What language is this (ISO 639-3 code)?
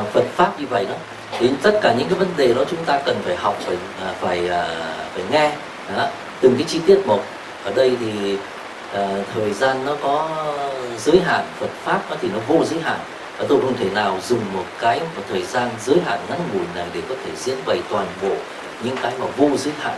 vie